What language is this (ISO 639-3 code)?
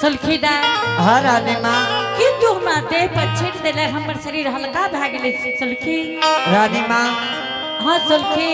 anp